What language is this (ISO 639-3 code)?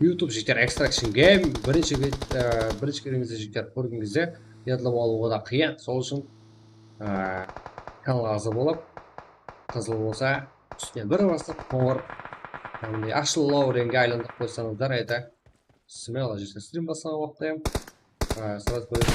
kaa